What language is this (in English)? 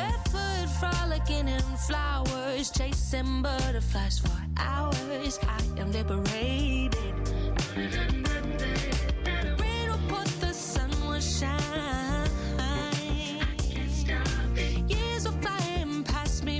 English